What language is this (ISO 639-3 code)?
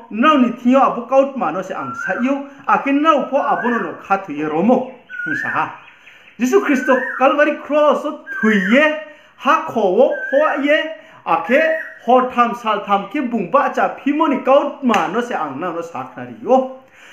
ria